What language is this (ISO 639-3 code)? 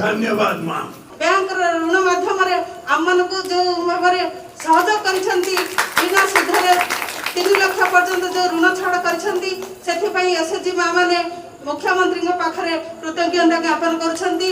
ori